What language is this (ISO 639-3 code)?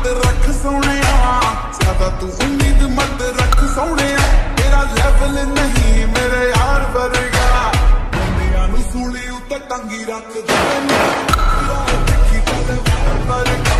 pan